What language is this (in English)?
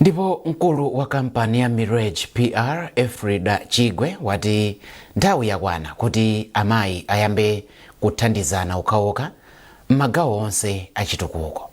Nyanja